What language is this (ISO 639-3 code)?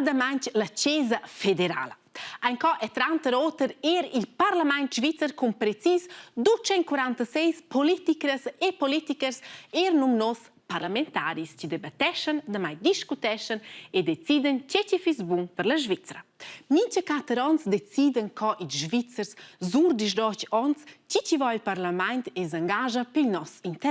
roh